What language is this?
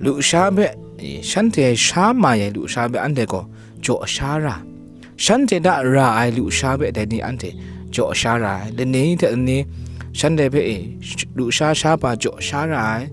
Kachin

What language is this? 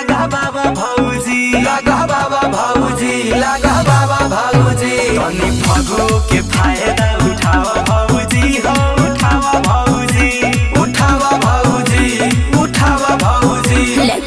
Bhojpuri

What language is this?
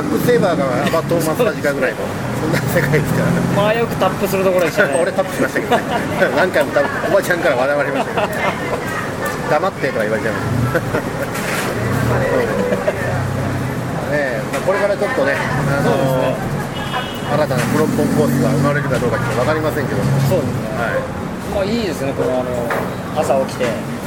Japanese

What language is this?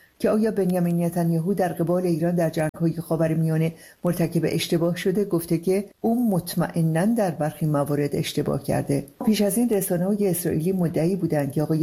Persian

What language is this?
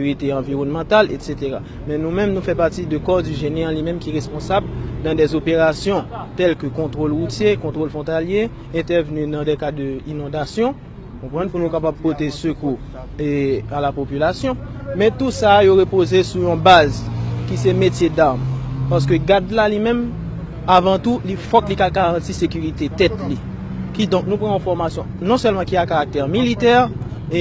Haitian Creole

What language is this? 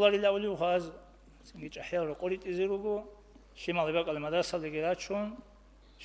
Avaric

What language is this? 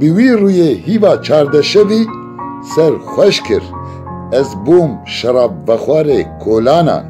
Kurdish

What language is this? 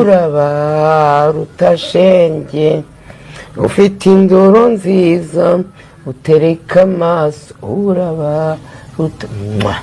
Kinyarwanda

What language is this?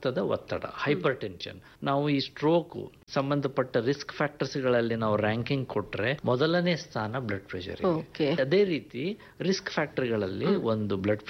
Kannada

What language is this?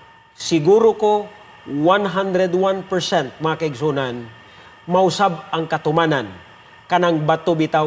Cebuano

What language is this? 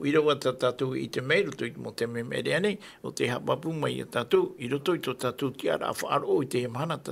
Tahitian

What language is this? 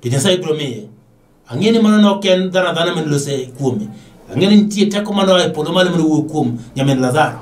Luo (Kenya and Tanzania)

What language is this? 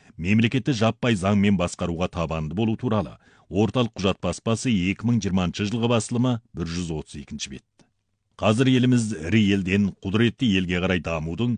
Kazakh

